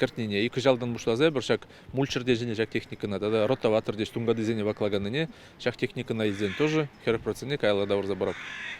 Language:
Chuvash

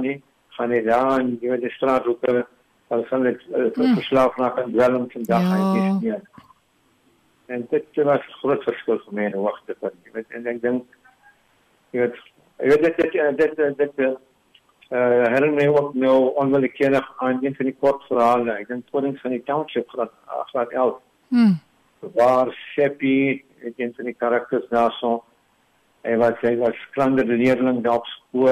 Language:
Afrikaans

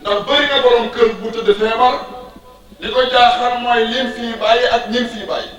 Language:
Wolof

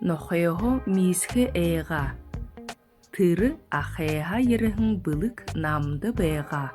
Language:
Buriat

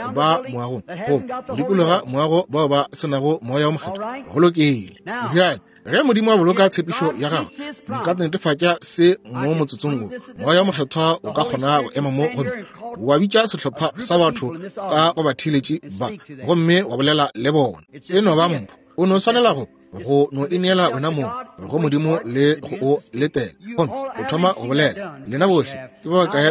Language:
Northern Sotho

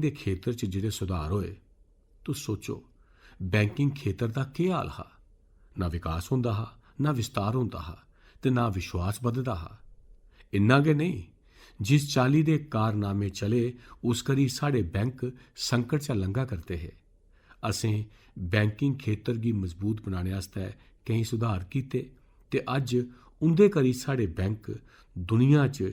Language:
Dogri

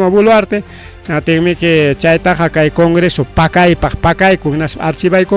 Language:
Ayacucho Quechua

